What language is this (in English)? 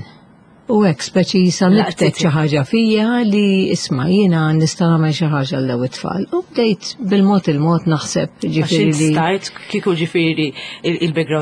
Maltese